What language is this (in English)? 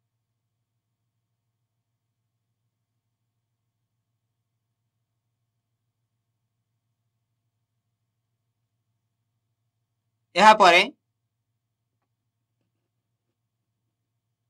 Odia